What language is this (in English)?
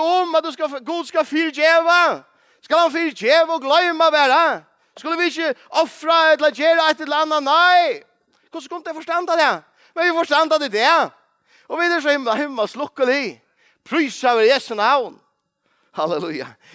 Faroese